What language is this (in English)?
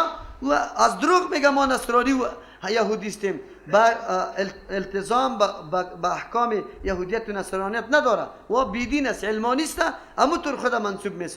Persian